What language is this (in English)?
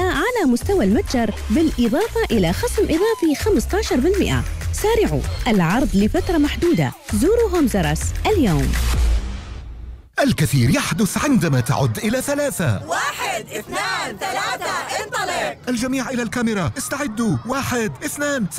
Arabic